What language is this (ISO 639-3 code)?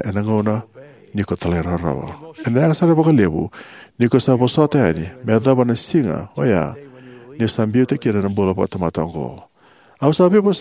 fij